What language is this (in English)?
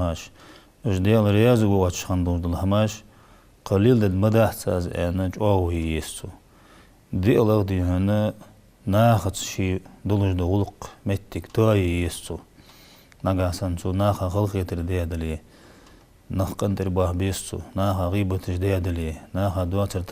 Ingush